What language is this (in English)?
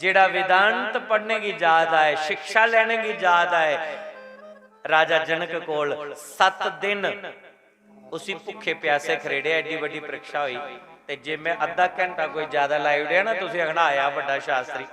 Dogri